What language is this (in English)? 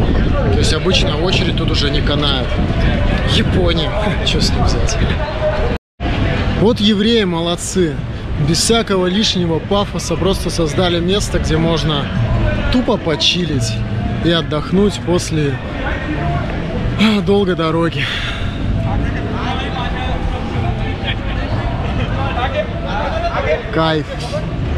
Russian